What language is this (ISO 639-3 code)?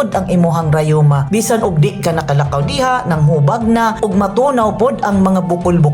ceb